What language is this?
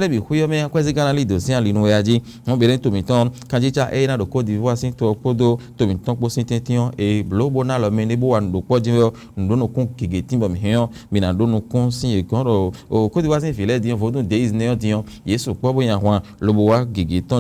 Fon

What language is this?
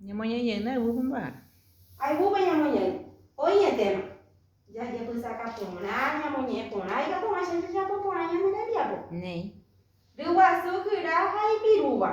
Guarani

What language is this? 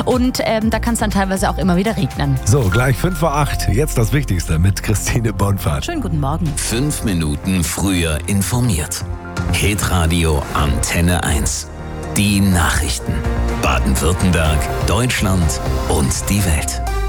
German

